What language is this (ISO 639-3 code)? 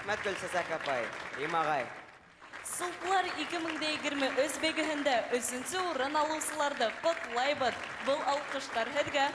bak